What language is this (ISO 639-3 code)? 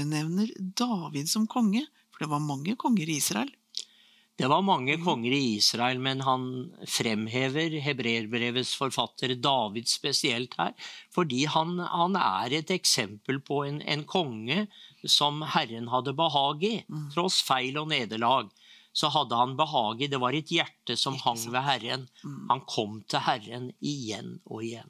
nor